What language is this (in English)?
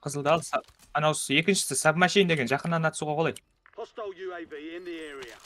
Kara-Kalpak